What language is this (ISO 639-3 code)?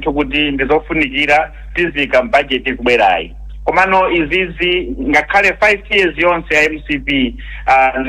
nya